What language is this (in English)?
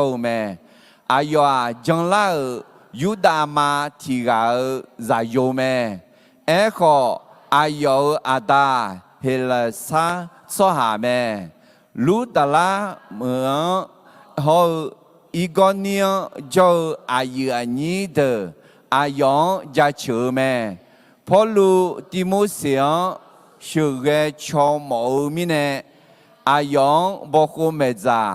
Akha